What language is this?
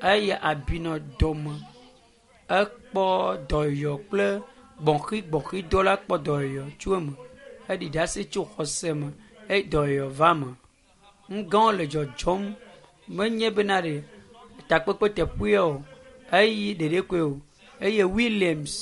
Ewe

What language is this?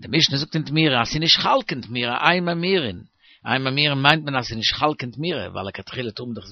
Yiddish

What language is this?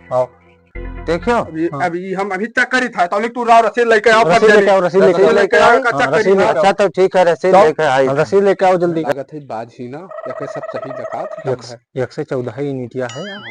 Awadhi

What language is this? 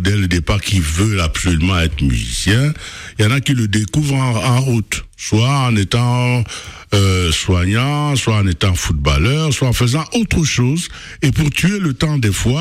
French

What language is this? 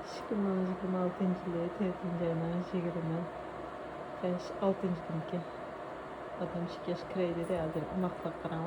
Uyghur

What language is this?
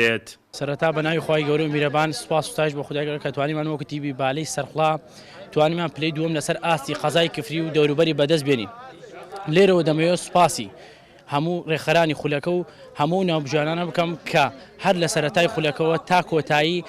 Central Kurdish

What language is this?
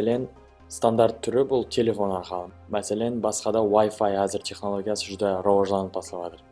Kara-Kalpak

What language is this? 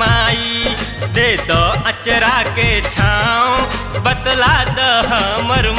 Bhojpuri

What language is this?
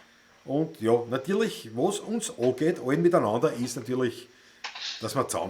Bavarian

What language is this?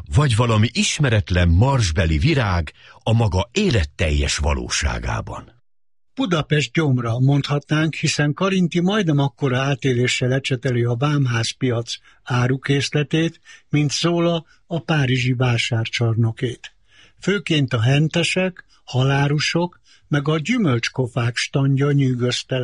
Hungarian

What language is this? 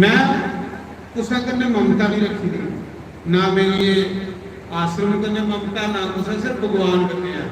Dogri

